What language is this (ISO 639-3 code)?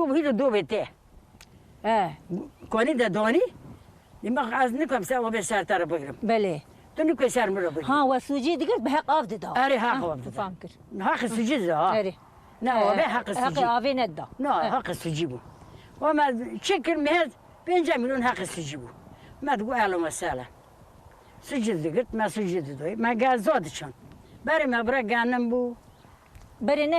kur